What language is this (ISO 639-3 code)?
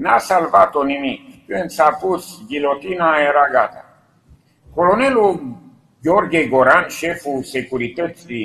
ron